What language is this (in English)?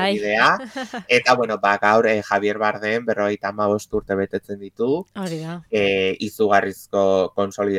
Basque